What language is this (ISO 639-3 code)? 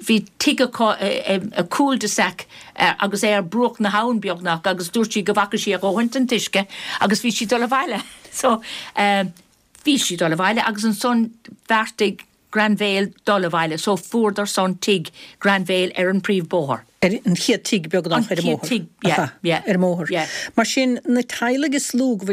gle